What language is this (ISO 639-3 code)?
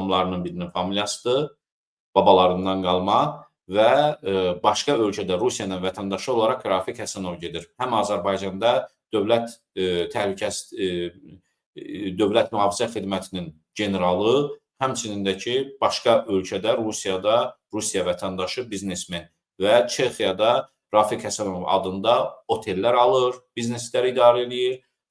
aze